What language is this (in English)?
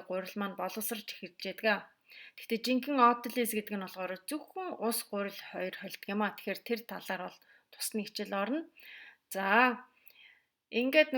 Mongolian